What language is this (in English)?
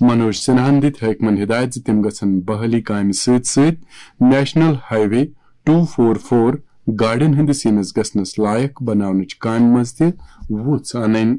Kashmiri